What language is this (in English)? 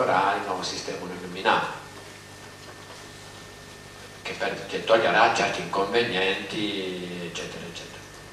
Italian